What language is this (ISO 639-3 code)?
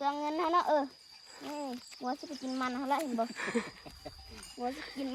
lao